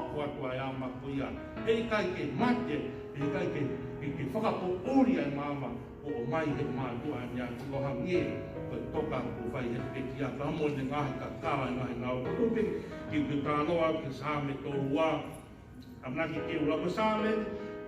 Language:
Tongan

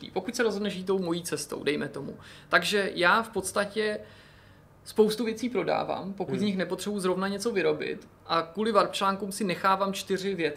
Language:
Czech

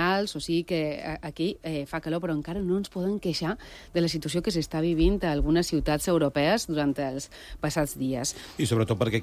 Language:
Catalan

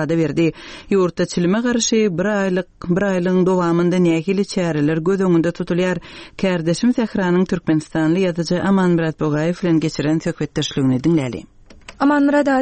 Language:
Turkmen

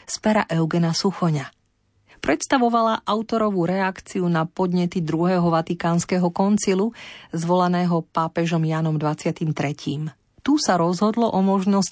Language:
Slovak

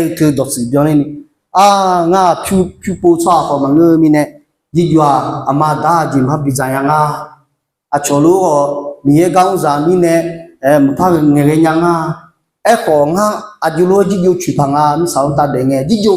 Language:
Akha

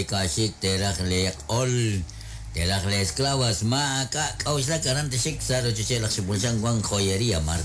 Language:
Kekchí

